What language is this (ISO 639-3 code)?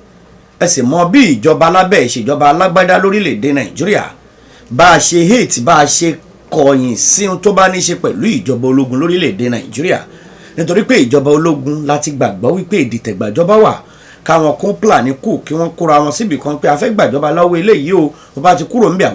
yor